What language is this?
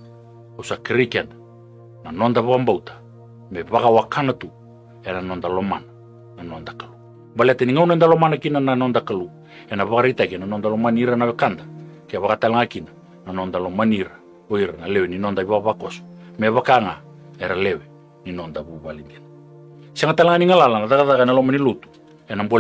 Fijian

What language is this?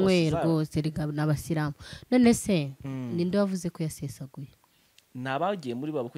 Kinyarwanda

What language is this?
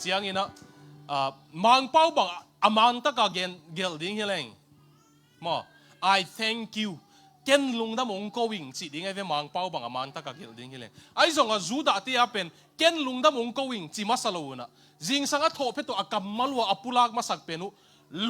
Tedim Chin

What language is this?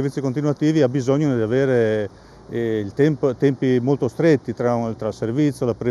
Italian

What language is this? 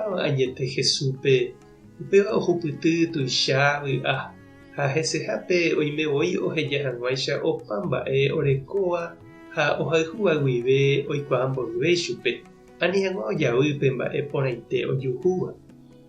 Guarani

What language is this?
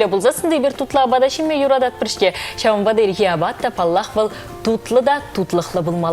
Chuvash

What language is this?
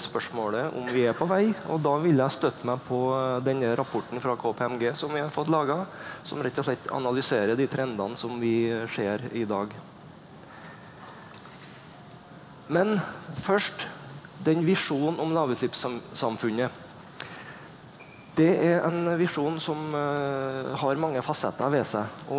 Norwegian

